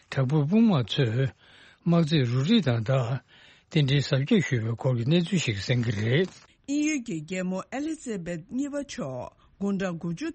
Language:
Tibetan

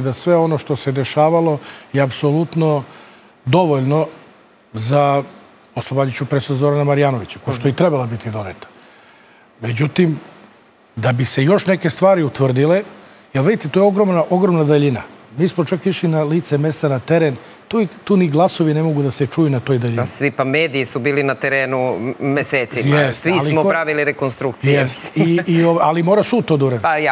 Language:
Serbian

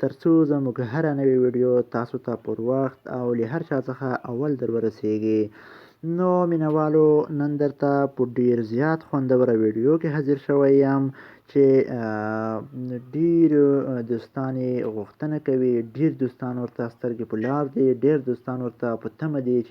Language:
Pashto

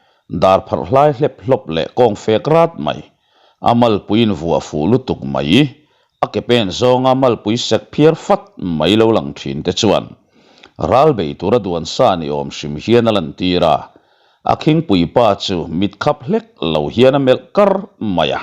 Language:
Mizo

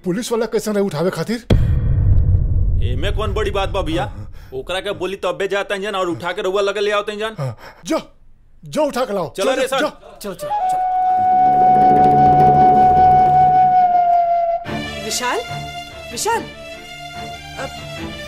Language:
Bhojpuri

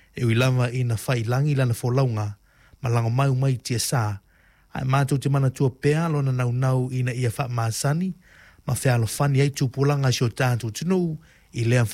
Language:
Samoan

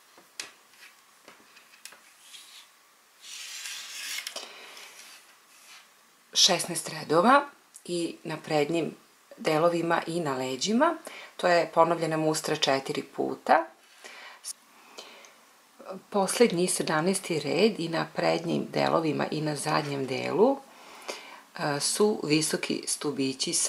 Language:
Serbian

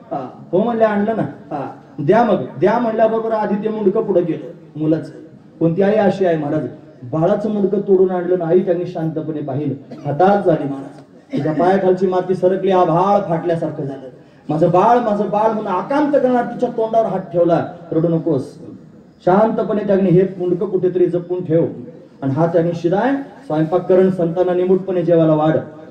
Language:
Marathi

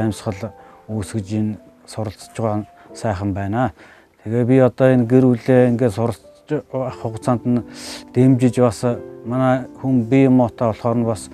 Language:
Mongolian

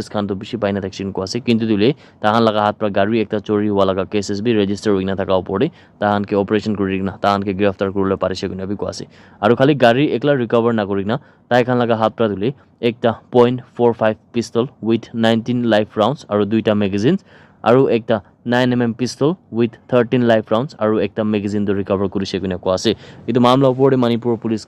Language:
Naga Pidgin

